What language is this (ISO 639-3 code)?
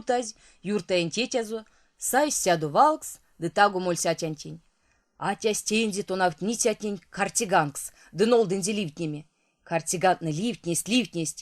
myv